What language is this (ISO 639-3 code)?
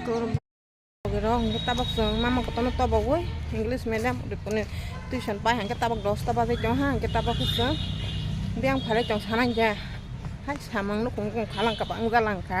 trp